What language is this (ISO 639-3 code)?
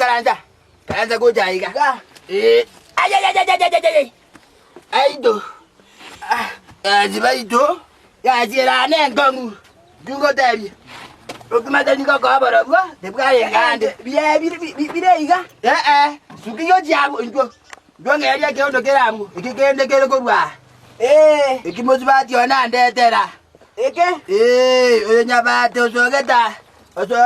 guz